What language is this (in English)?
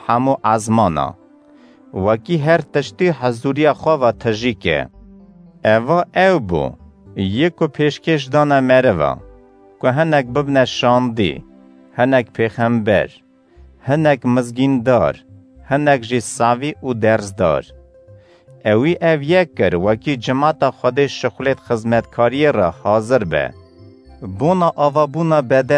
Kurdish